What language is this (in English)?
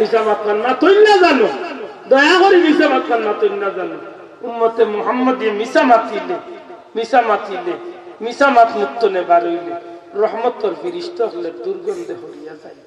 Sylheti